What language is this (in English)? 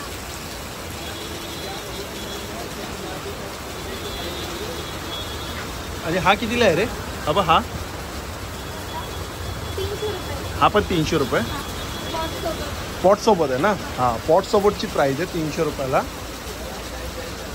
Marathi